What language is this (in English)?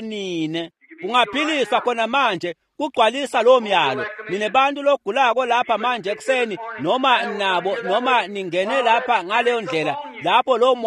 Swati